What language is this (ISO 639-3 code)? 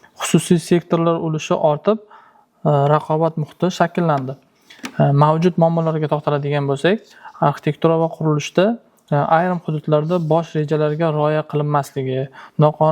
uzb